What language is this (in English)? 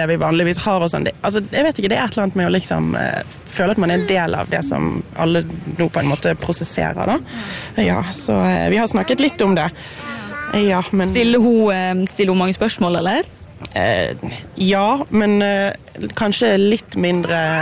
Norwegian